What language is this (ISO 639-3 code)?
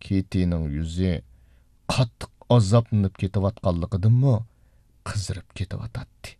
uig